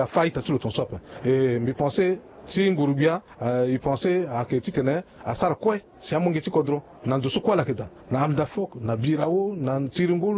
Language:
Sango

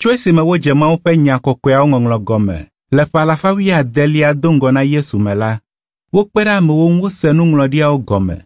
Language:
Ewe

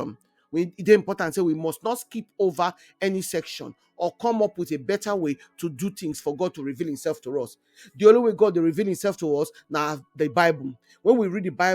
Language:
Nigerian Pidgin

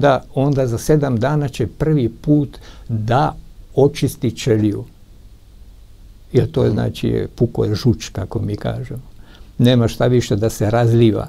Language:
Serbian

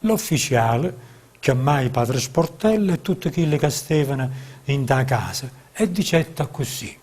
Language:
Neapolitan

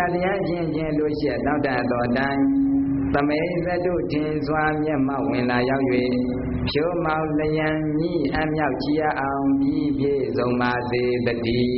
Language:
Burmese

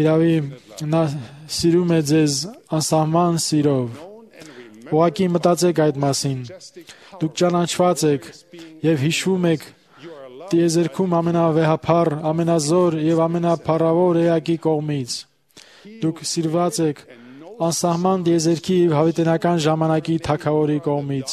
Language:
Armenian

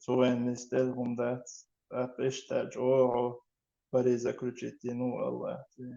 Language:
Chechen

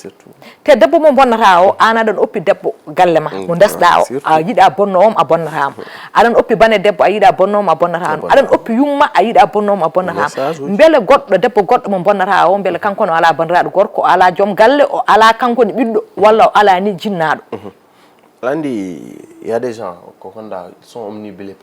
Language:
Fula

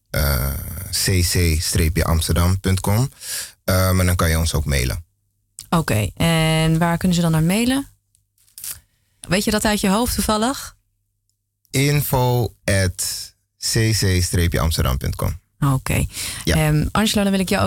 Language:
Dutch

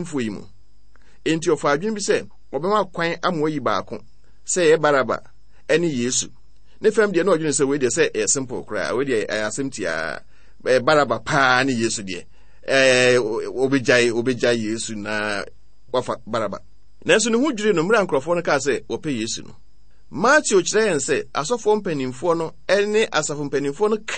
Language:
Akan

